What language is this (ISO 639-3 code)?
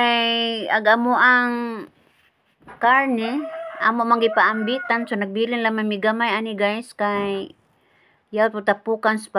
ceb